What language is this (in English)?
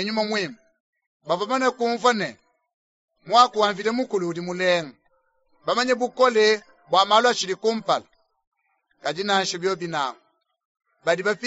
Luba-Lulua